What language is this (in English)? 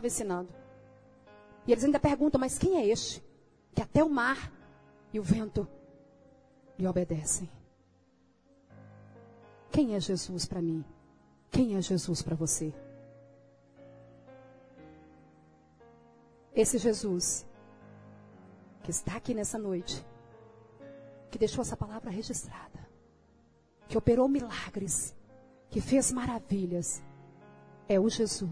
Portuguese